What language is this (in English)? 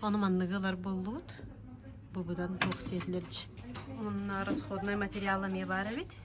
Yakut